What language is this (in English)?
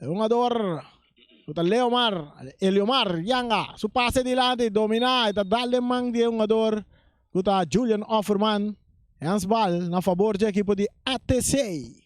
Papiamento